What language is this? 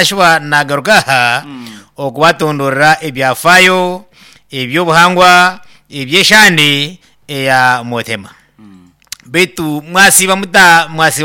Nyankole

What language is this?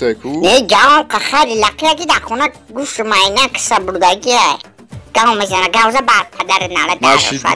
Tajik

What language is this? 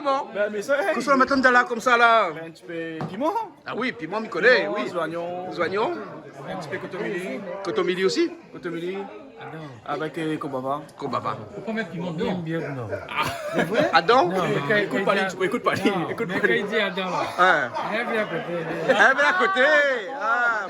Réunion Creole French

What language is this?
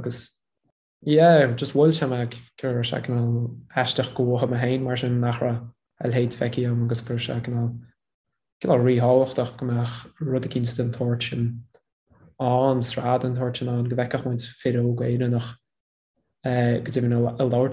Irish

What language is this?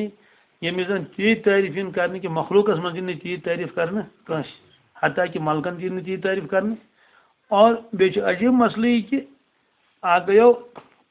Kashmiri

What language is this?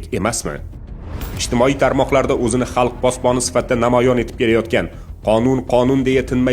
Uzbek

